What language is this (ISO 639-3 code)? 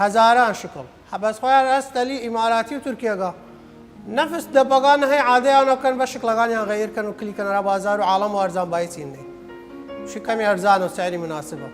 sdh